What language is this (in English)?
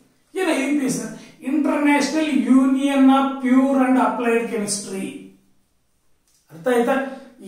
Kannada